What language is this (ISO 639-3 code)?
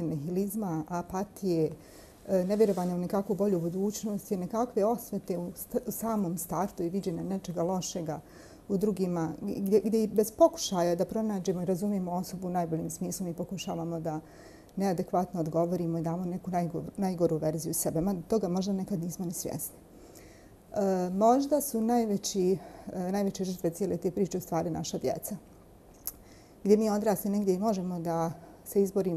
bos